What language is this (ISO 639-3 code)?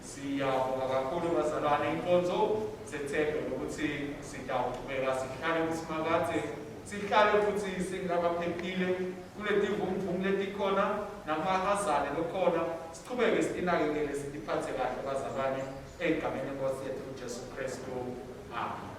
ssw